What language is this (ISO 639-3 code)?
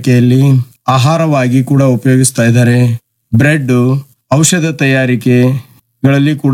kan